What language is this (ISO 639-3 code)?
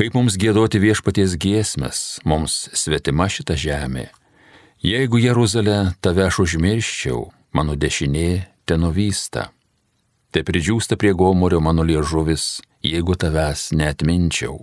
lit